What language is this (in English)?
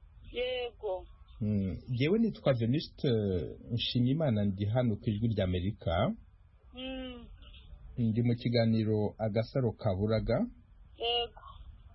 Kinyarwanda